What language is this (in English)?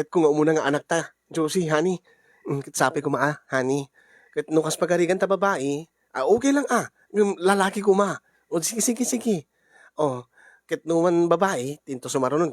Iloko